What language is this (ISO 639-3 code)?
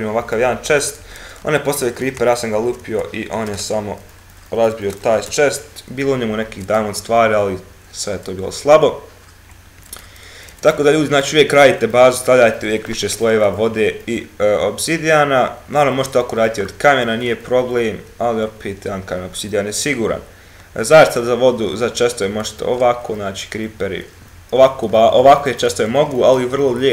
hrv